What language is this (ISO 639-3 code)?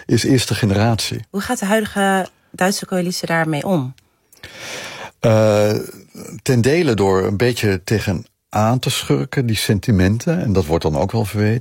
nld